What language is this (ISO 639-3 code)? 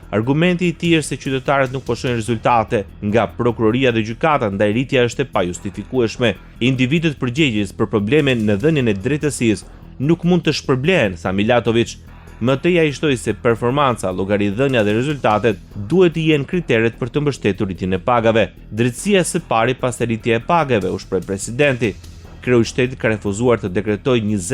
sqi